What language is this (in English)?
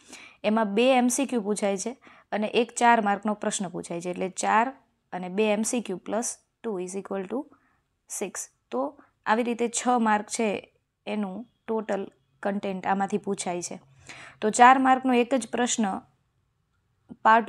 Gujarati